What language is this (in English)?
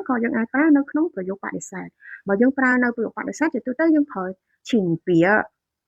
Khmer